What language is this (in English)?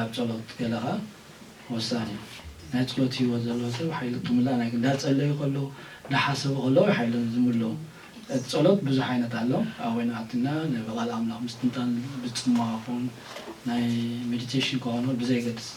Tigrinya